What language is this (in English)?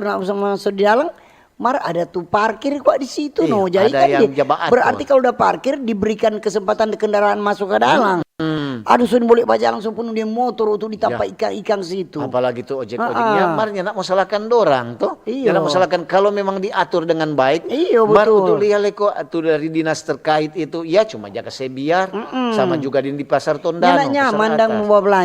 Manado Malay